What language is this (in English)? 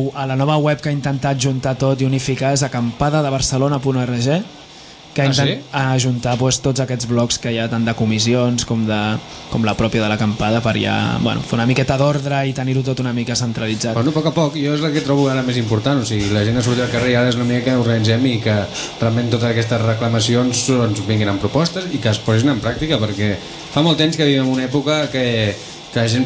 Catalan